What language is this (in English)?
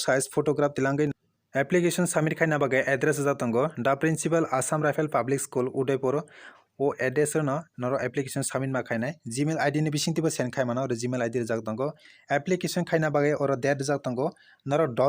Kok Borok